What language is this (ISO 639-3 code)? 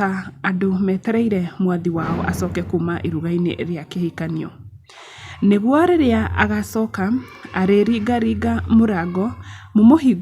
kik